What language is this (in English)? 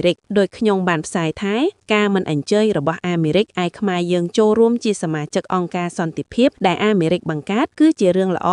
Khmer